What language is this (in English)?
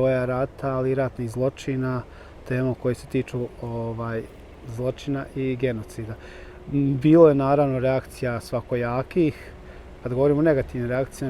Bosnian